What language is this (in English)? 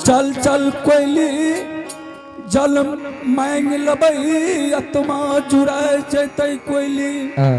Angika